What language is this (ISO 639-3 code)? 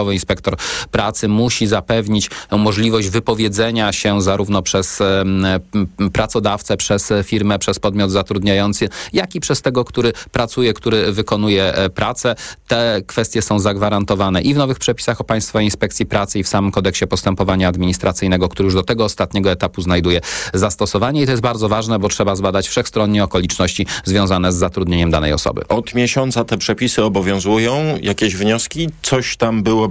pol